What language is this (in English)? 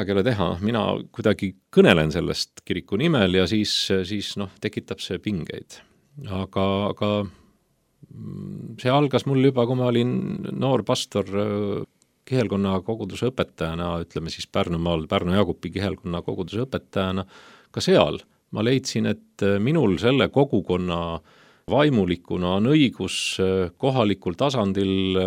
Estonian